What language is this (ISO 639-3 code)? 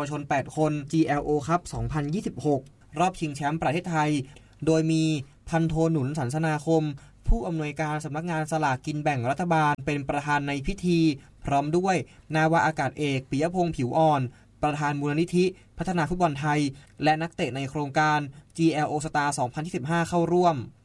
tha